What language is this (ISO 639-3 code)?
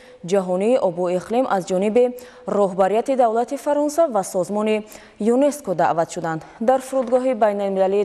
tgk